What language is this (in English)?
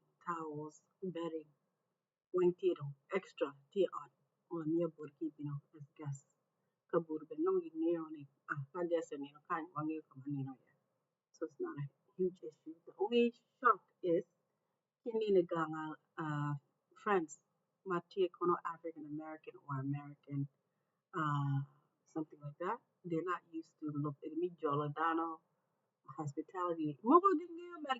Acoli